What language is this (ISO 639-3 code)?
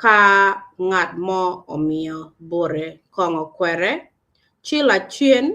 ach